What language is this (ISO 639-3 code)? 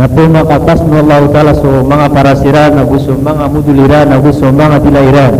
mrw